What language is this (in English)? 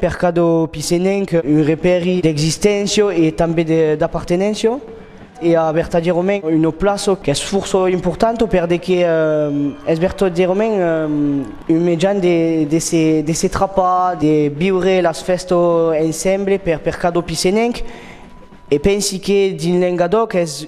Occitan